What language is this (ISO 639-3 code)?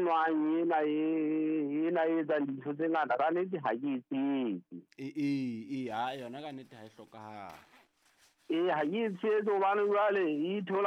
sot